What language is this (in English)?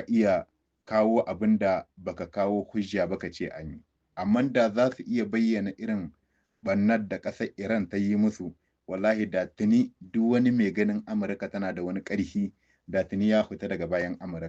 Hausa